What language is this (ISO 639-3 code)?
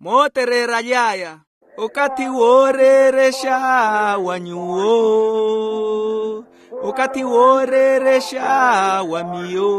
vmw